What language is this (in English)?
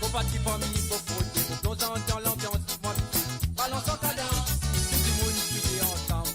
Morisyen